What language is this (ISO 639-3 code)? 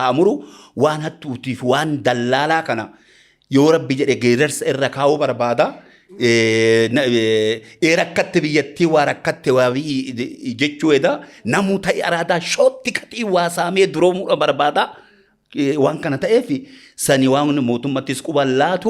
orm